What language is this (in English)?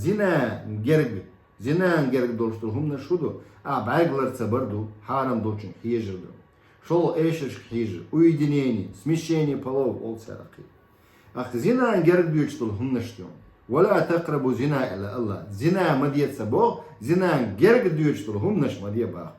Chechen